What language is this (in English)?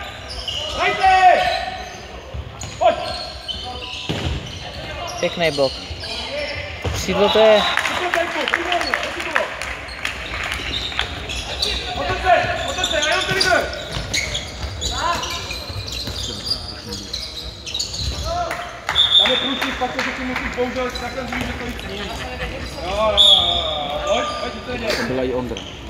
Czech